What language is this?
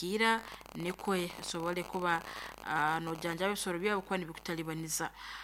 Nyoro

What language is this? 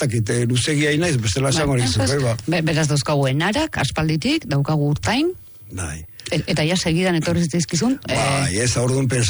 Basque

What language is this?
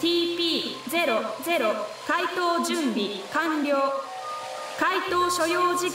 Japanese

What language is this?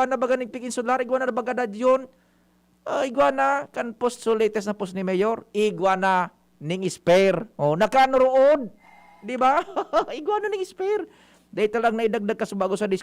Bikol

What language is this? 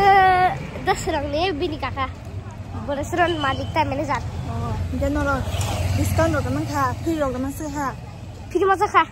Kok Borok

